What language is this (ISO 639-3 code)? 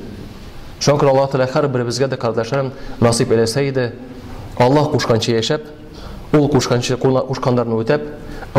tat